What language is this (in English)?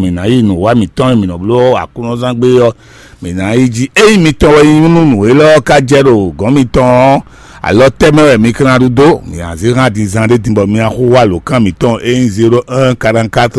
Fon